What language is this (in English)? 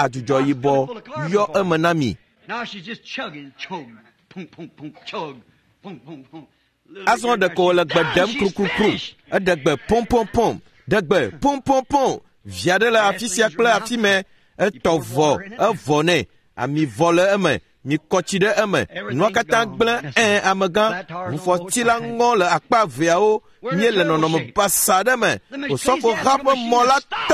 Ewe